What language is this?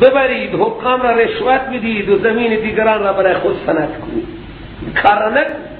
Persian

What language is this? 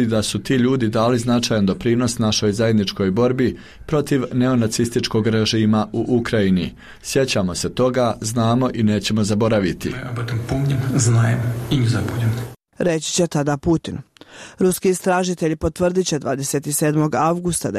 Bosnian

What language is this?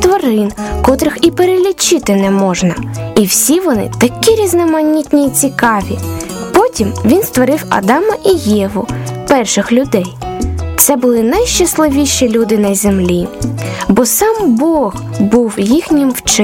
Ukrainian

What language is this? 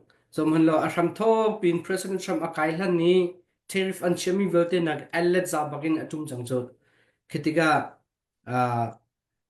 Hakha Chin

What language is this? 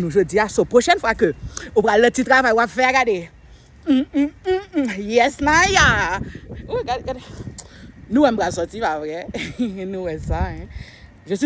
Haitian Creole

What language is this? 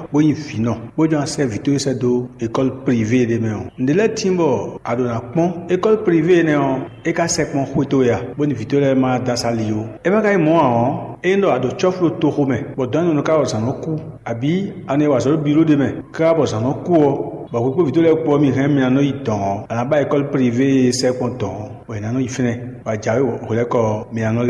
Fon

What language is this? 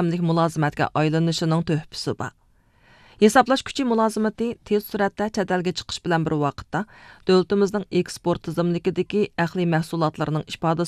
Uyghur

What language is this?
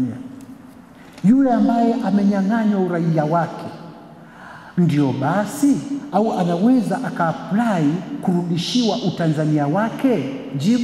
Swahili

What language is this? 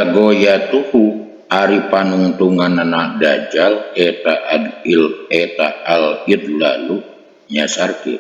Sundanese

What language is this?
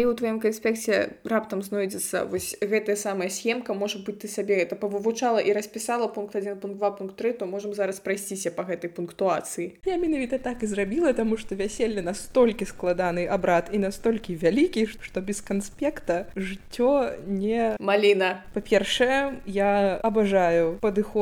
Belarusian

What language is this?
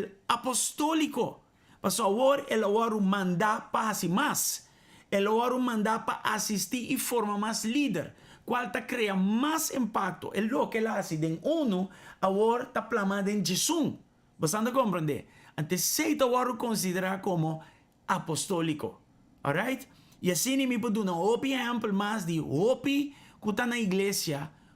Papiamento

